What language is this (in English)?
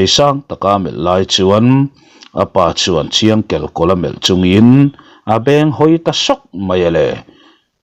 Mizo